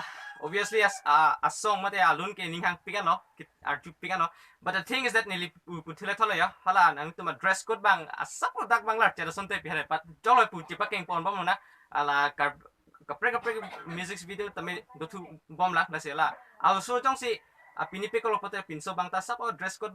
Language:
Karbi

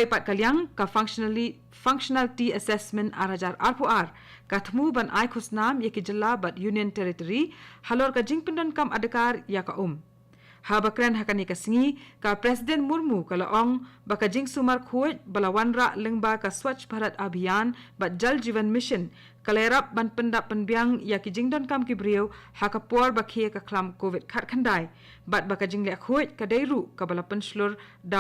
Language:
Khasi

